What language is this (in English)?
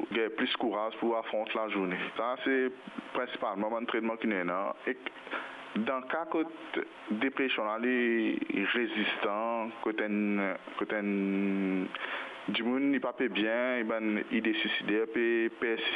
Morisyen